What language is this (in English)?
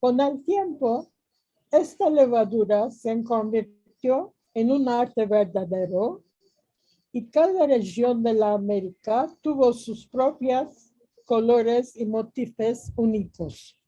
Ladino